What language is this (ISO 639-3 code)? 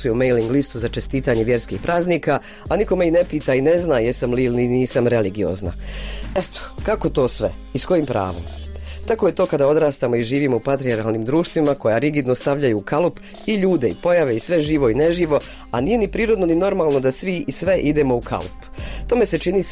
bos